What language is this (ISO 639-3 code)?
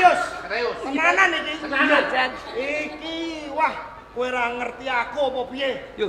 jav